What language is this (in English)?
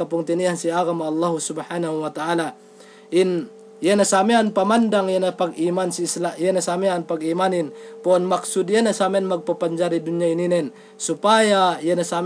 Yakan